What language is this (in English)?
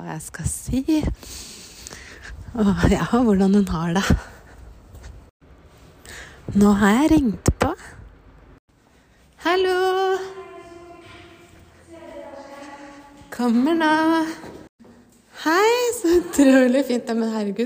Norwegian